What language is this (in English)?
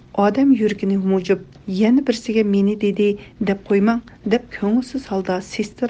Uyghur